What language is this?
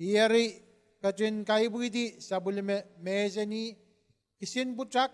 Pohnpeian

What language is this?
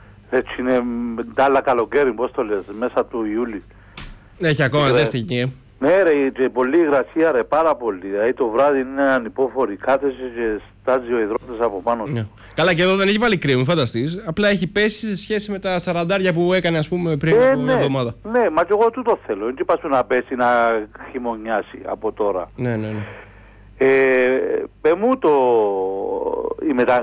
Greek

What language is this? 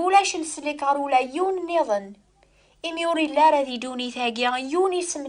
Kabyle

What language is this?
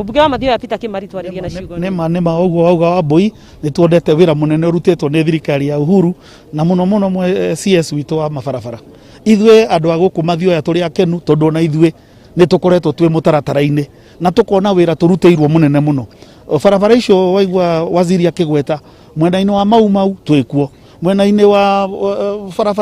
Kikuyu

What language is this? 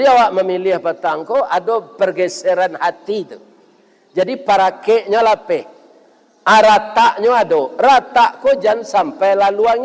Minangkabau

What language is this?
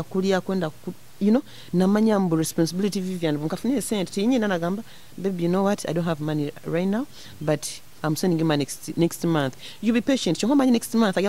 Nyoro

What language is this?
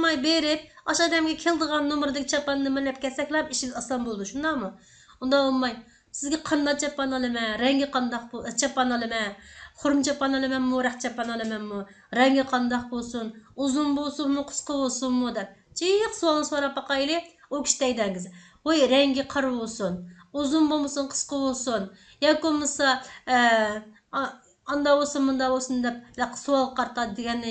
Uyghur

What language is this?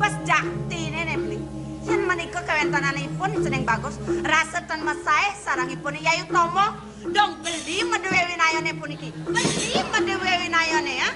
Balinese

